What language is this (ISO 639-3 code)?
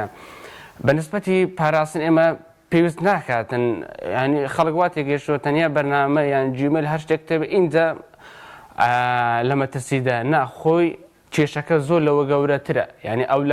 ckb